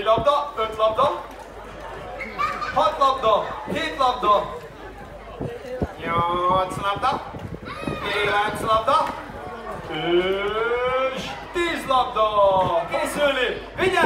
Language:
Hungarian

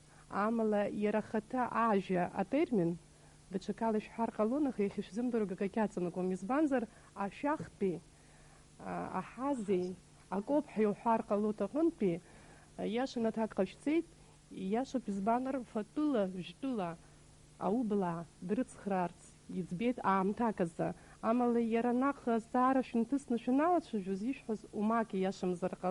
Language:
Abkhazian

